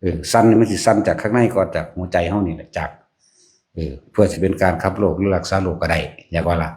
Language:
Northeastern Thai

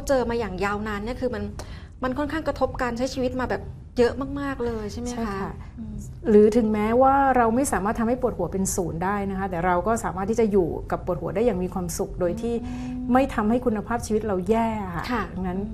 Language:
Thai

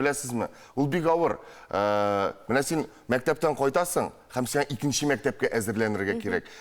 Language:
Tatar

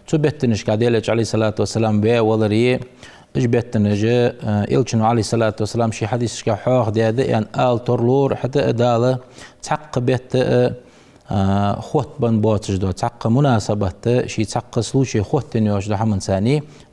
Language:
Ingush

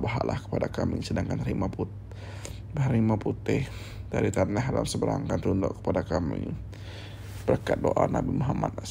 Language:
Iban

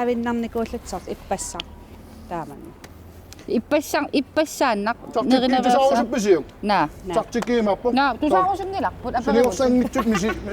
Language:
Kalaallisut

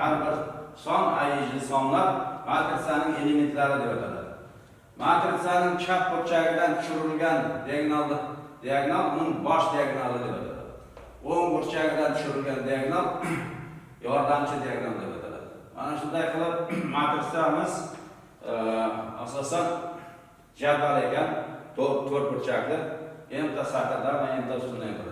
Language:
Uzbek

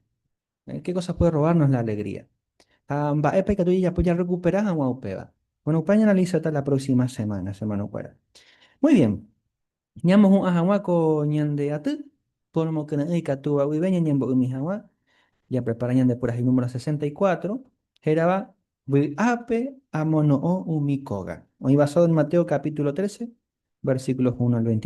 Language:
Guarani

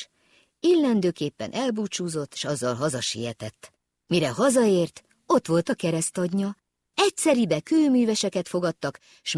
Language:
Hungarian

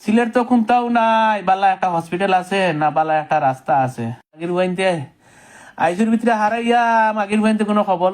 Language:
Sylheti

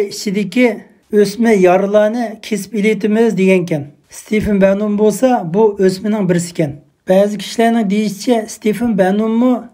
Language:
Uyghur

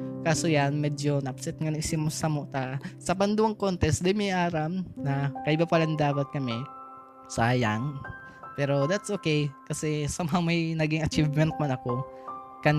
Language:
Bikol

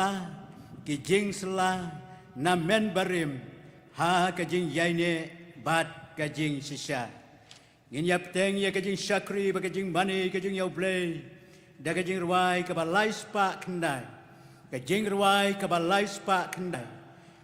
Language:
Khasi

